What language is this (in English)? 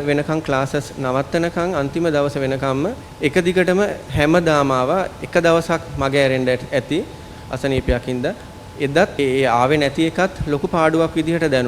Sinhala